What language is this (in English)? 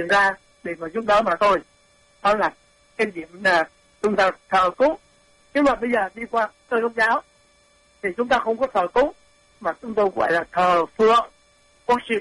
Vietnamese